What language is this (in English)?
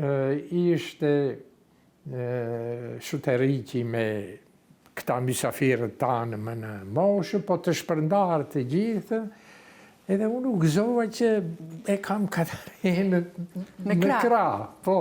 Albanian